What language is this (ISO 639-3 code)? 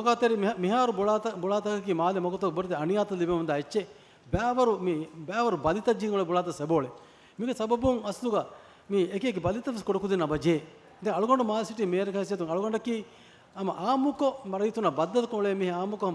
div